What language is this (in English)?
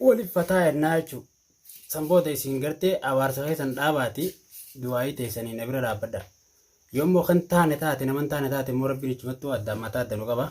Oromo